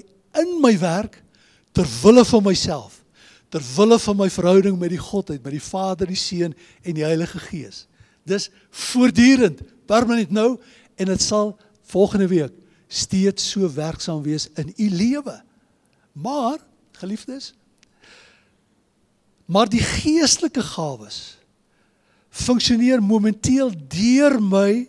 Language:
Afrikaans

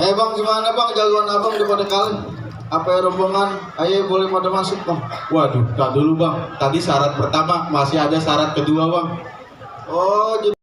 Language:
Betawi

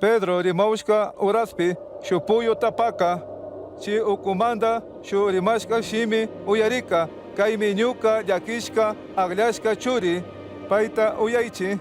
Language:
Chimborazo Highland Quichua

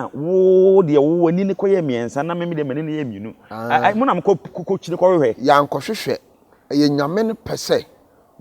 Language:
Akan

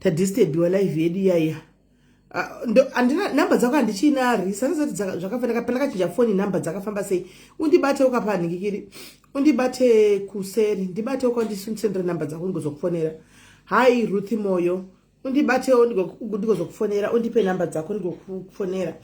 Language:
Shona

